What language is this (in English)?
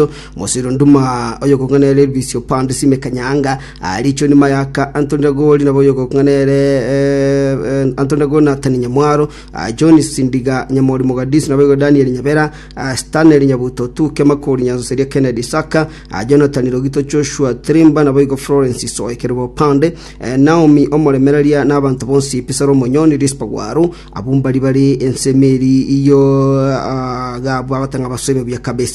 Gusii